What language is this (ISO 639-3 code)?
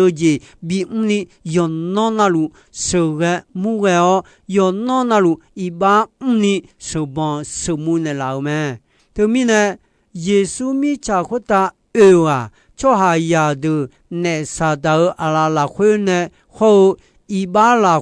ahk